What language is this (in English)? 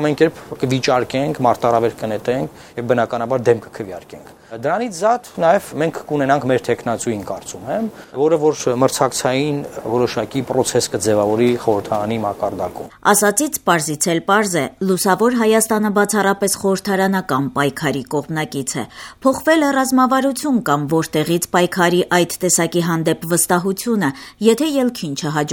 Armenian